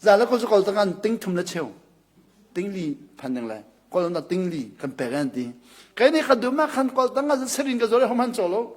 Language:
Hakha Chin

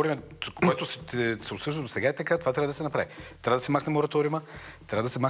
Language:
Bulgarian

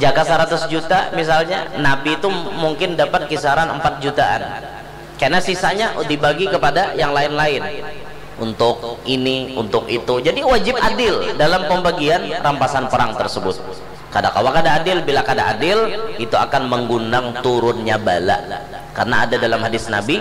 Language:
Banjar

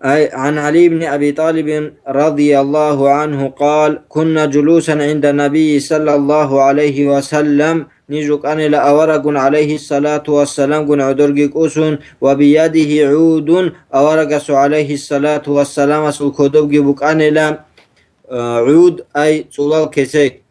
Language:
Avaric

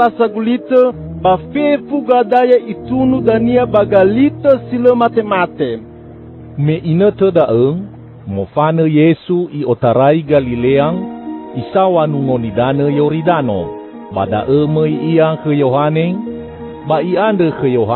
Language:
Nias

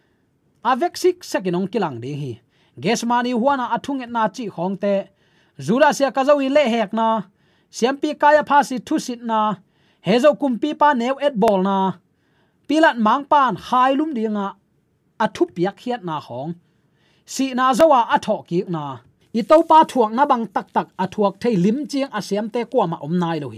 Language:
Tedim Chin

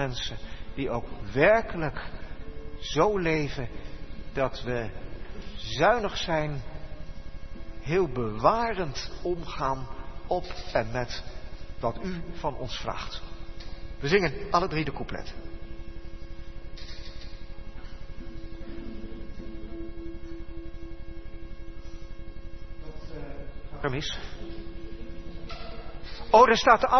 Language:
Dutch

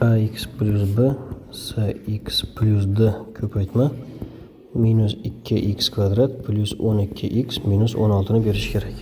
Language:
Uzbek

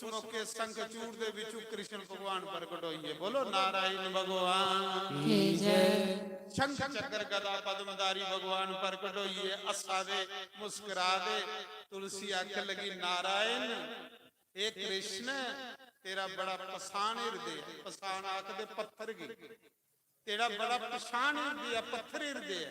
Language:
Dogri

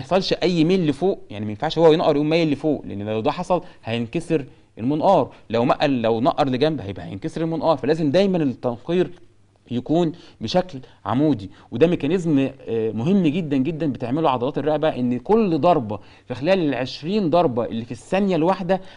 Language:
Egyptian Arabic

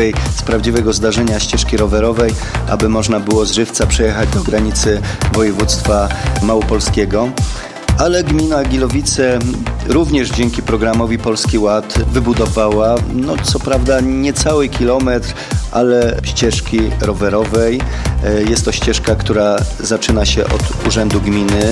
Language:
Polish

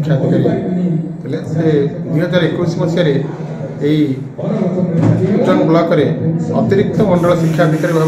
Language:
Odia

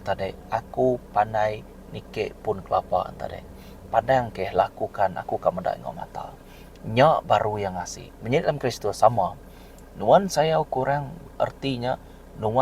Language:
Iban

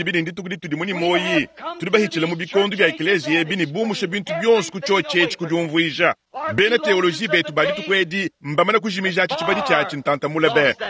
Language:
Luba-Lulua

